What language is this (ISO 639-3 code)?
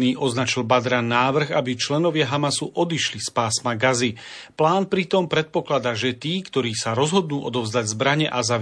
slk